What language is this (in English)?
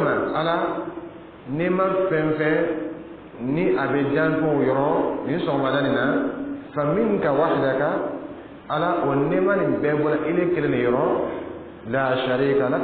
Dyula